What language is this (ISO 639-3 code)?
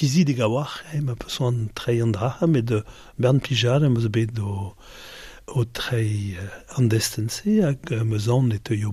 bre